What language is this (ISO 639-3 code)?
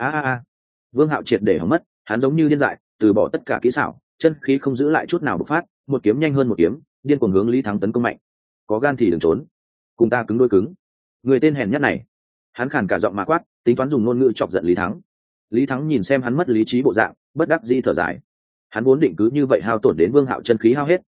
vie